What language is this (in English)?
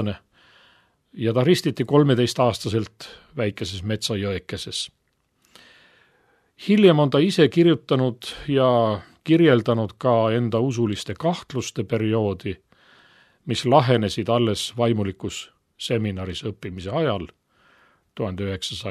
Estonian